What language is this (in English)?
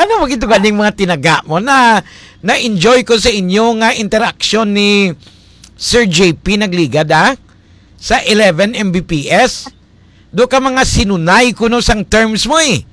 Hiligaynon